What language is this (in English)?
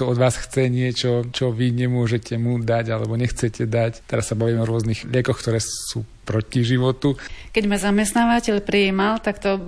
Slovak